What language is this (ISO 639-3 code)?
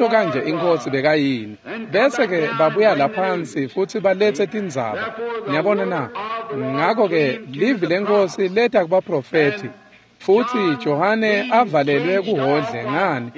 ssw